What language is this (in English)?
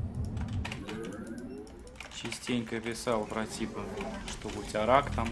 Russian